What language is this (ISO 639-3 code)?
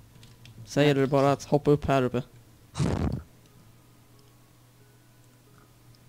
swe